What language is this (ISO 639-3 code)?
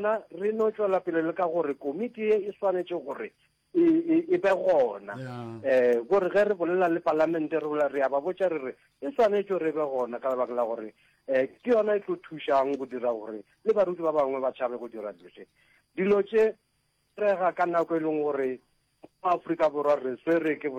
nso